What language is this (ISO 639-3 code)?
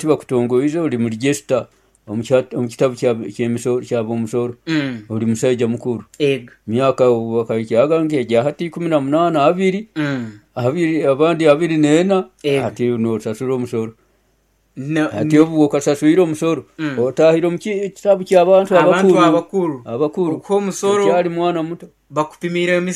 nyo